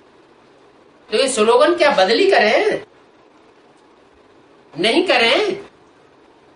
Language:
Hindi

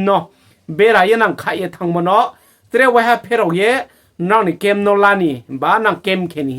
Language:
Riang (India)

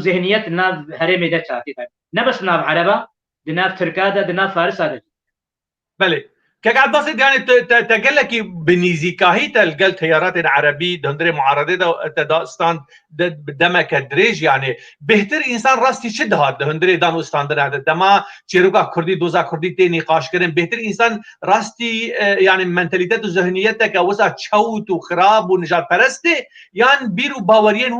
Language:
Kurdish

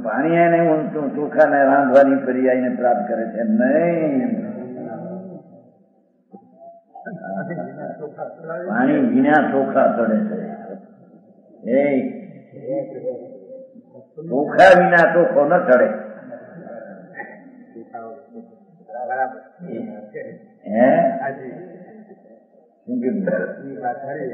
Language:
Gujarati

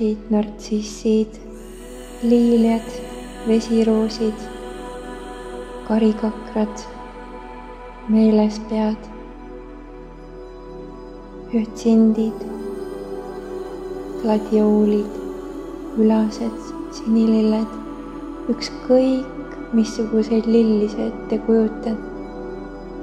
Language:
Estonian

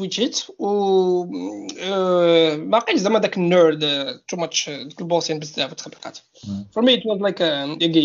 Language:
Moroccan Arabic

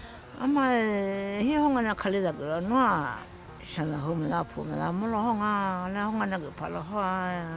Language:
Akha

